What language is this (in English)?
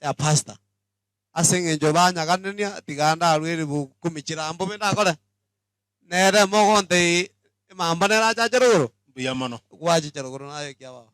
Gusii